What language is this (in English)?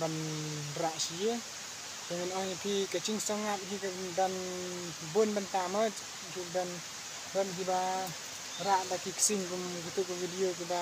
Khasi